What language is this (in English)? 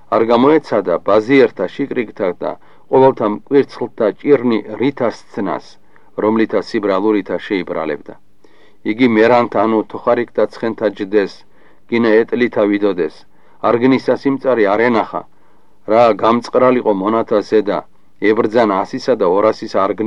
Georgian